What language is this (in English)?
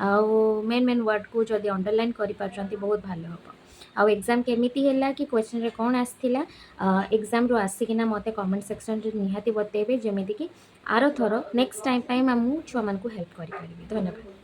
Odia